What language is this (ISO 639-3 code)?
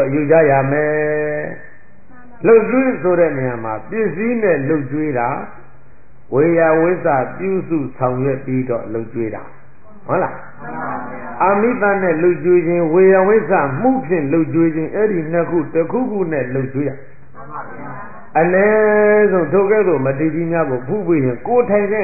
mya